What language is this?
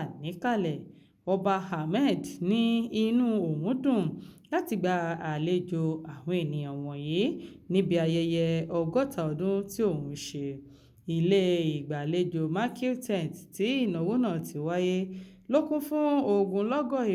Yoruba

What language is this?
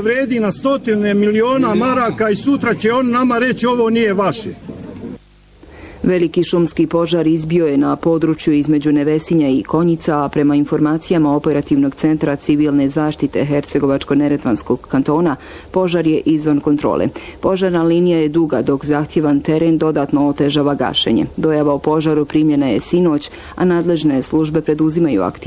Bosnian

